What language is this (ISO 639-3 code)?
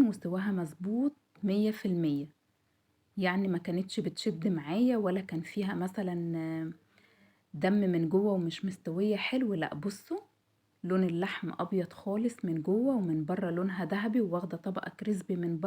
arz